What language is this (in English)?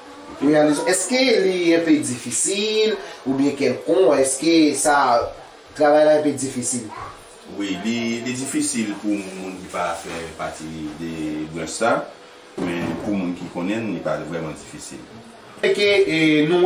Haitian Creole